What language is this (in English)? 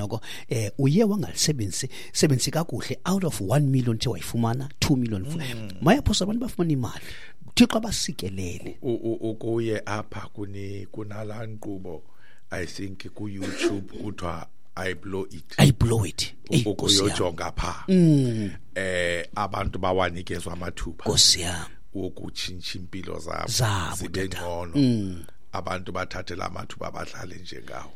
Xhosa